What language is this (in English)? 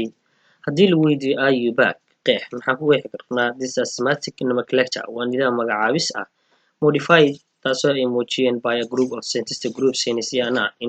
Somali